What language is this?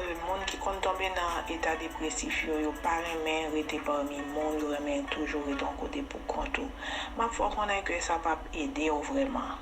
Haitian Creole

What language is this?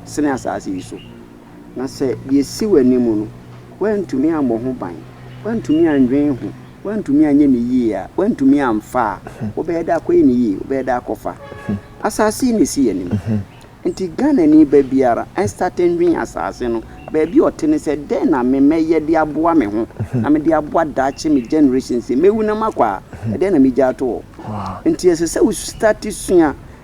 Akan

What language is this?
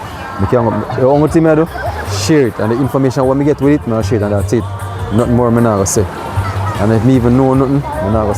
Jamaican Creole English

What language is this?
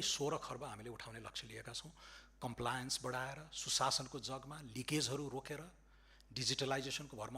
Nepali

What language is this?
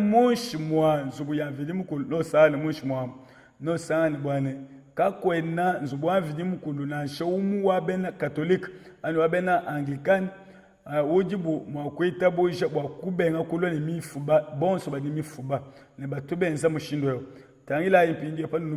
Luba-Lulua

